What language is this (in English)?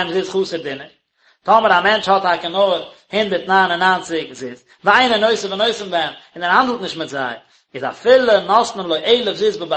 Yiddish